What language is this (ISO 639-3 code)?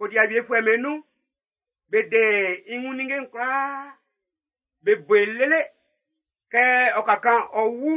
bci